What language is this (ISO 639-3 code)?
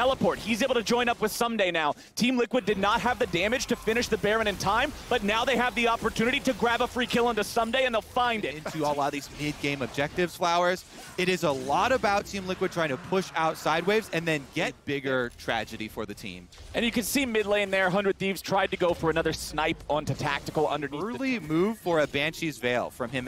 eng